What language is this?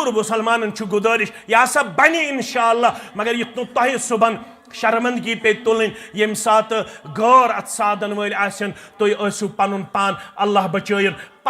Kashmiri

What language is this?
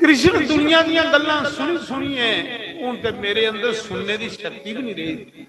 Dogri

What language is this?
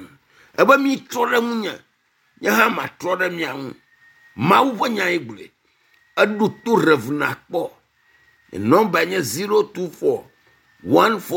Ewe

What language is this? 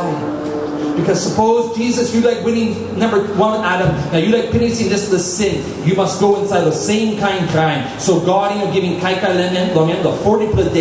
Tok Pisin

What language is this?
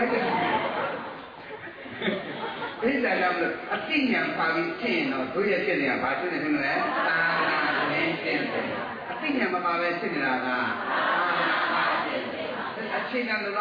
Burmese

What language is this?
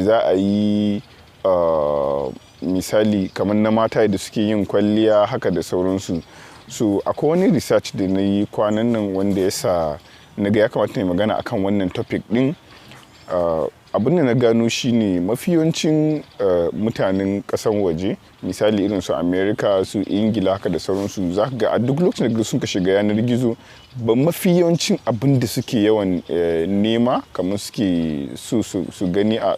Hausa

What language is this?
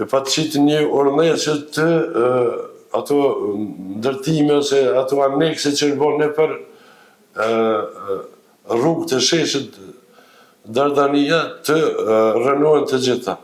Albanian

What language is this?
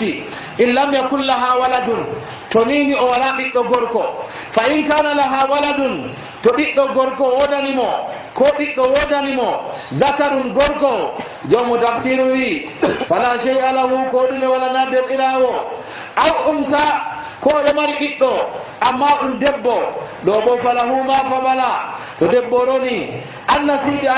Nigerian Fulfulde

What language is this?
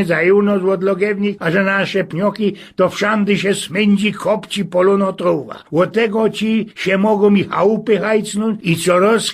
Silesian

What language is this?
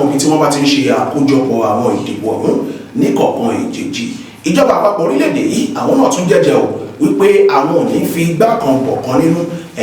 Yoruba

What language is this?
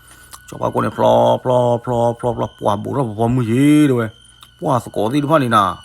S'gaw Karen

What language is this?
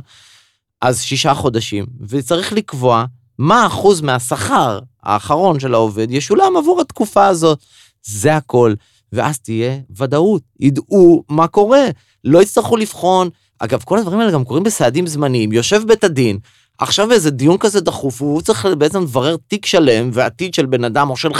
Hebrew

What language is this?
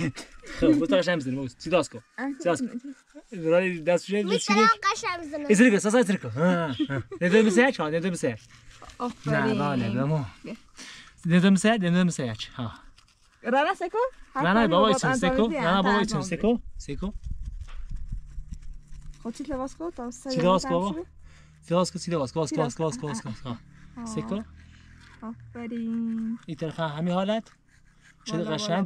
Persian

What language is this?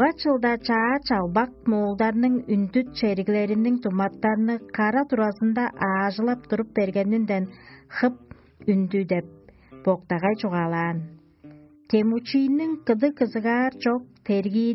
Tuvinian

